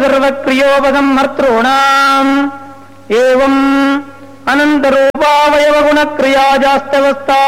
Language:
Sanskrit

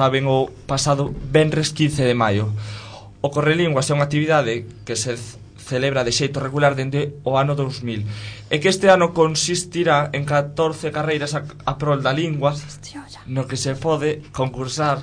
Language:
Galician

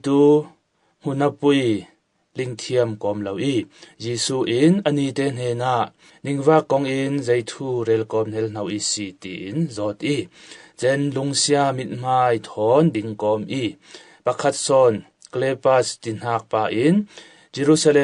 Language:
Falam Chin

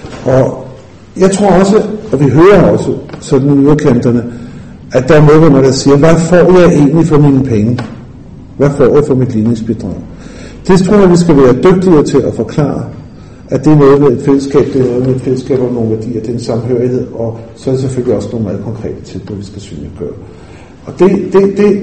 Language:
Danish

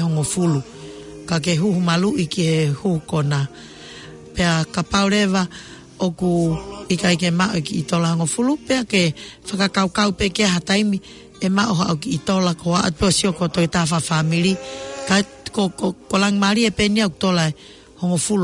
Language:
Tongan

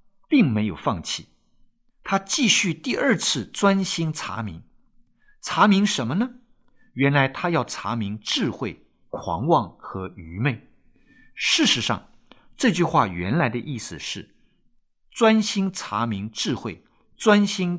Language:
Chinese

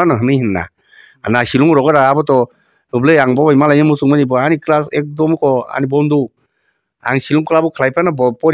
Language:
Kok Borok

